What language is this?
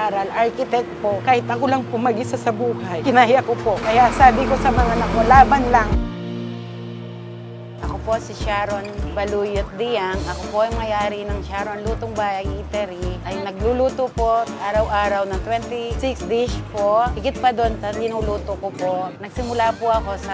Filipino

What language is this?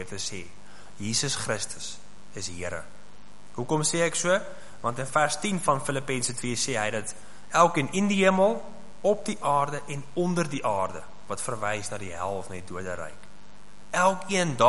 Afrikaans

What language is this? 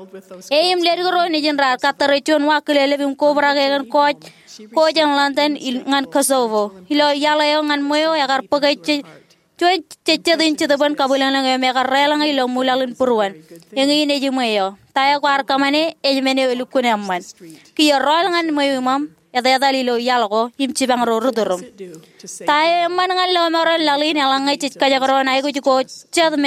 Marshallese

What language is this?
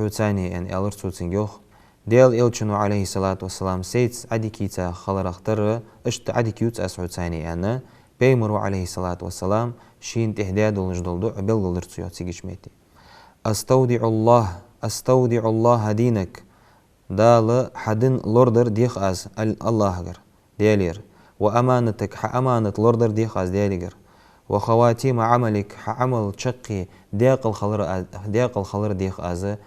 Ingush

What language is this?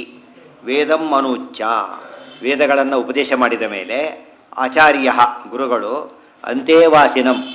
Kannada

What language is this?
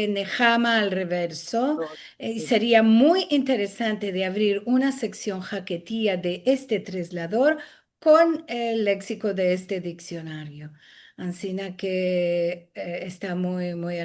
Ladino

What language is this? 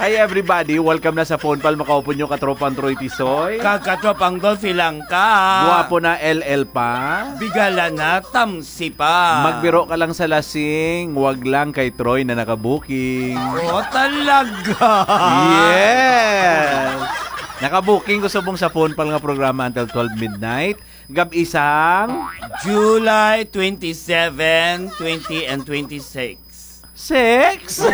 Hiligaynon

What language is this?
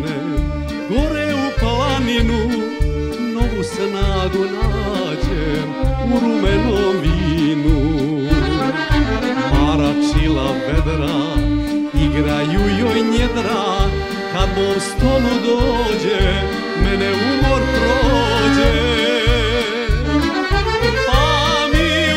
Serbian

